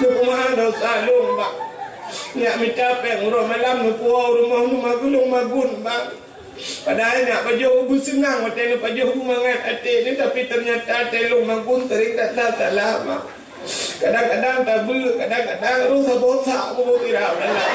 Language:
Achinese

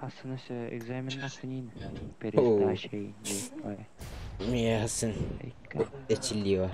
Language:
Yakut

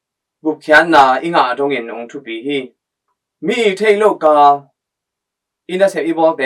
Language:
Tedim Chin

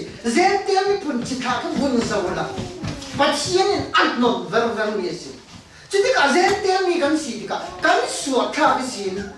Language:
Falam Chin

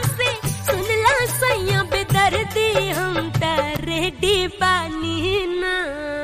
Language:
Bhojpuri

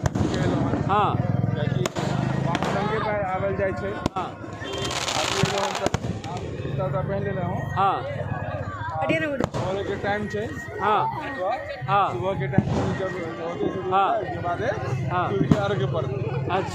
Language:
Maithili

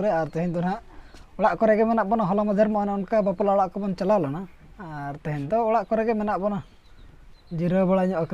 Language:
Santali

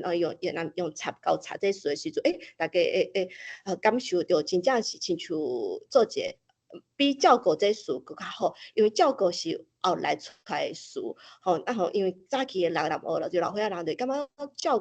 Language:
Min Nan Chinese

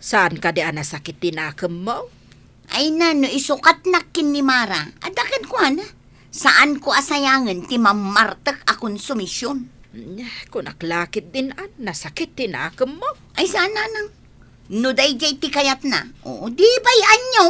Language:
Iloko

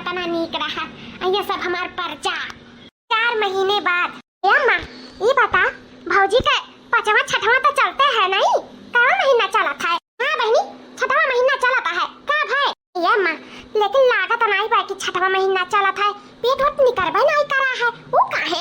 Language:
Awadhi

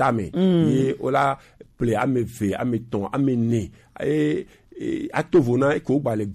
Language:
Gen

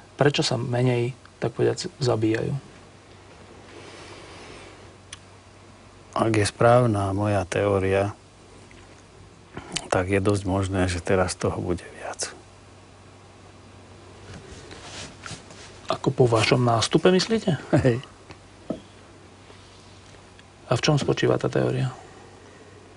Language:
Slovak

